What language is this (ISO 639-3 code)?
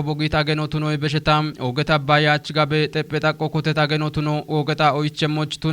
kbr